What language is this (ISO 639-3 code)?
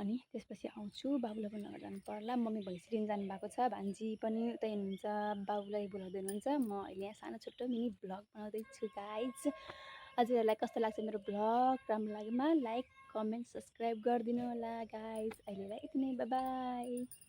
nep